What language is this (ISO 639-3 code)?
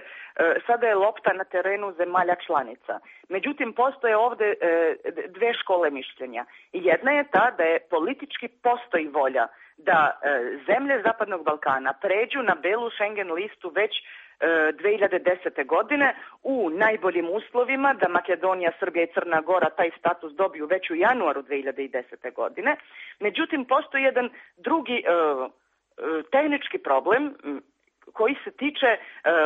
srp